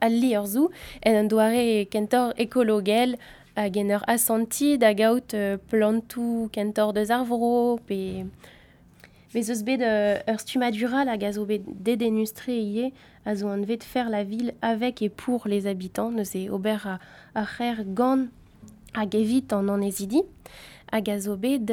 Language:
Breton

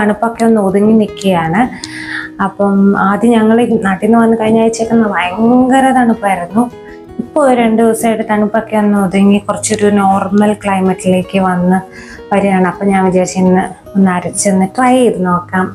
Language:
Malayalam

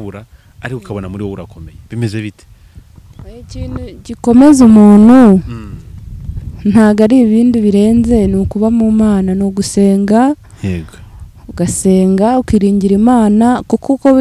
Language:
Kinyarwanda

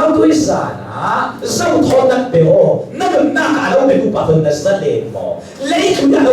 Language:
Hakha Chin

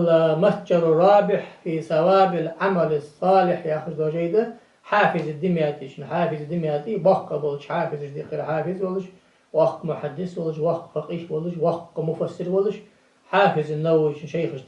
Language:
Ingush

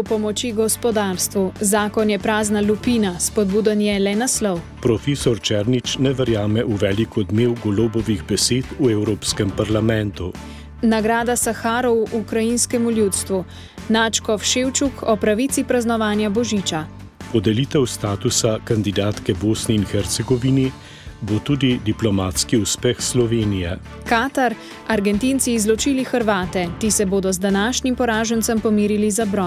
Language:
Slovenian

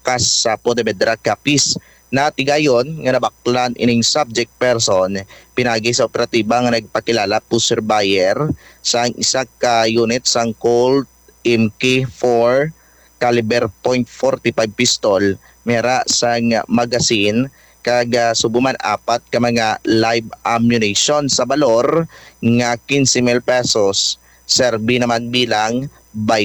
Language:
Hiligaynon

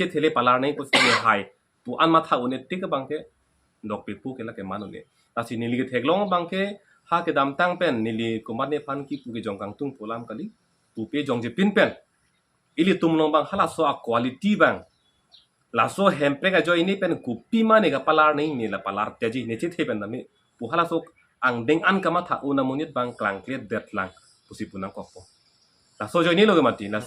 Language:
Karbi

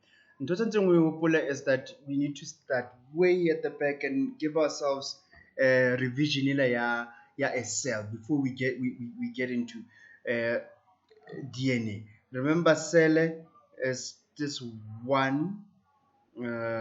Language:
Tswana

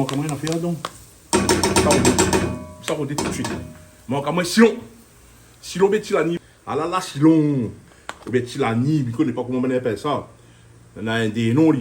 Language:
Réunion Creole French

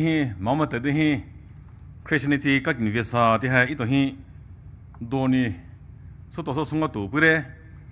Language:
Poumei Naga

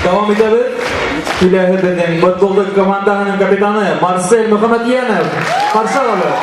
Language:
Bashkir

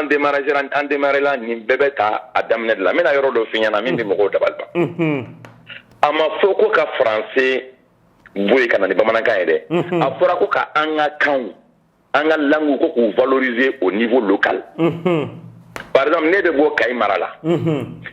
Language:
Bambara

